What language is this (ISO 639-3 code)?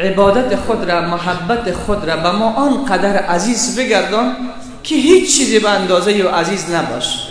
fas